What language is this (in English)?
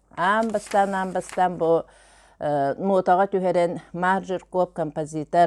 Yakut